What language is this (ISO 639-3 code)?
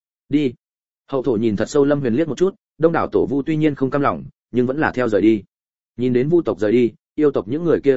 vie